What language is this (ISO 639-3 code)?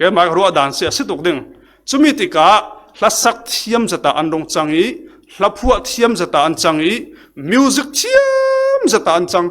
cfm